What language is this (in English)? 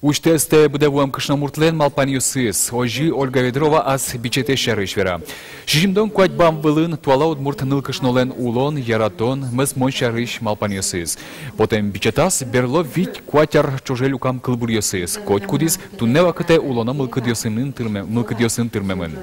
Udmurt